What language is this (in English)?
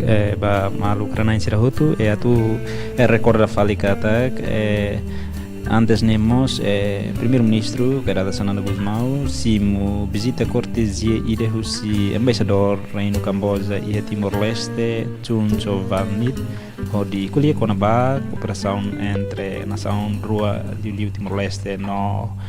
Tetum